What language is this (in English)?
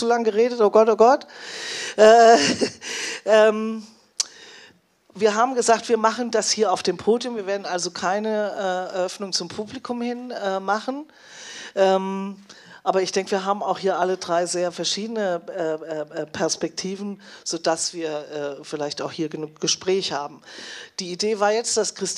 German